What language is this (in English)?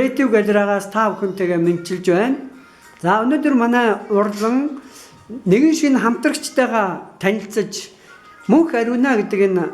Mongolian